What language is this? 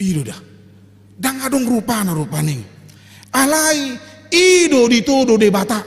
Batak Toba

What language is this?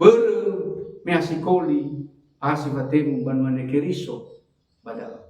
Nias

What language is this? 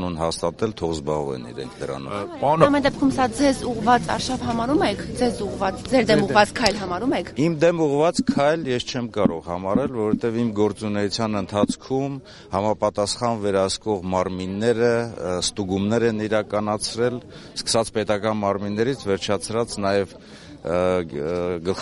Armenian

